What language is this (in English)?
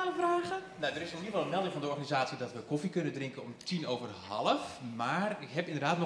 Dutch